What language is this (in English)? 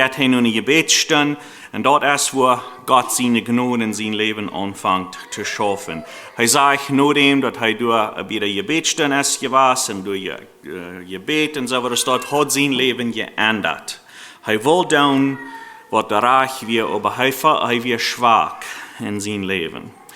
Plautdietsch